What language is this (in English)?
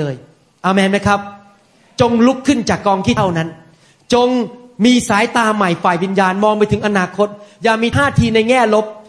Thai